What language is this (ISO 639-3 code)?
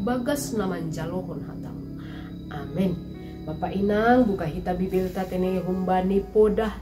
bts